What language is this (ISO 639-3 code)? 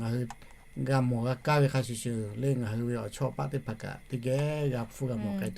lhu